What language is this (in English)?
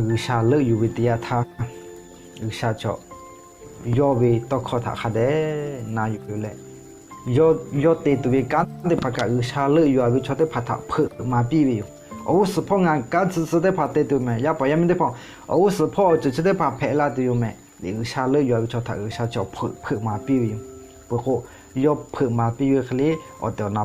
Lahu